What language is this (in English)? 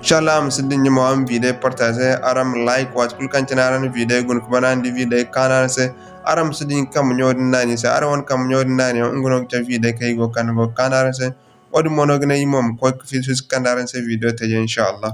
Zarma